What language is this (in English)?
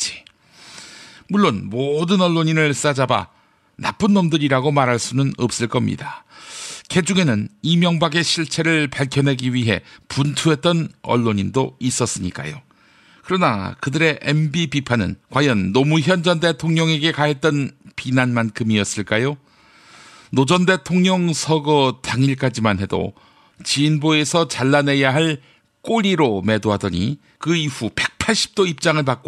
Korean